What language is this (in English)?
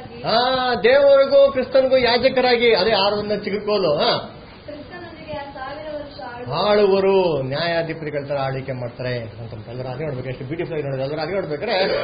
Kannada